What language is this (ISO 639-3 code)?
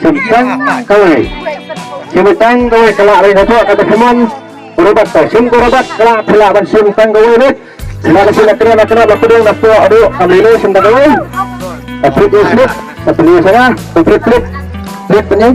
kha